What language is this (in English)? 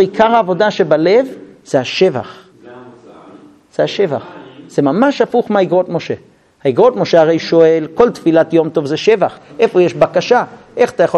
Hebrew